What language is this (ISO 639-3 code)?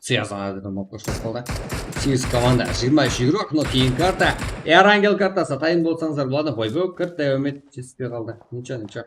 kaa